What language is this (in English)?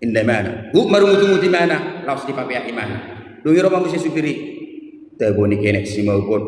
Batak Toba